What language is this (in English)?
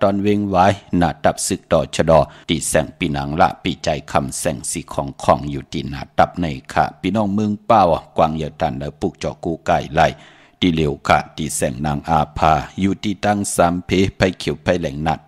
Shan